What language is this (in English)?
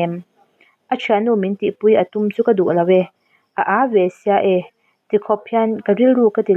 Mizo